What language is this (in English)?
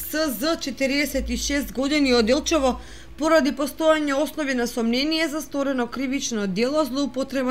Macedonian